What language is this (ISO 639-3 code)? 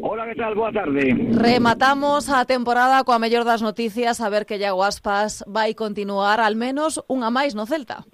glg